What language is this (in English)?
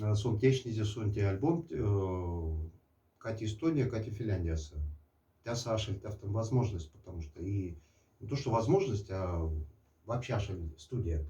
Moksha